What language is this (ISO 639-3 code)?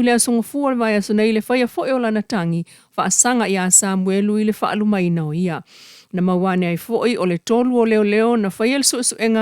smo